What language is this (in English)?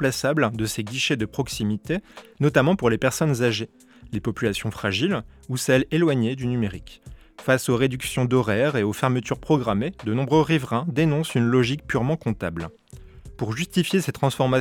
French